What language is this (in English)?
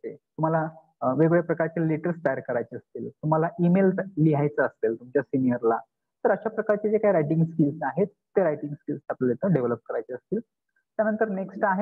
Marathi